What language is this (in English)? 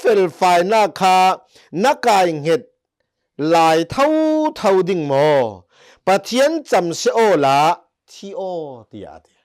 Hakha Chin